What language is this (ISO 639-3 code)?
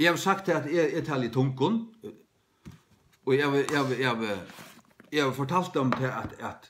fao